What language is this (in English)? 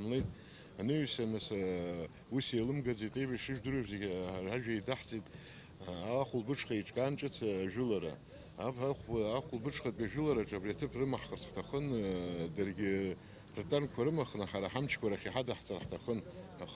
Abkhazian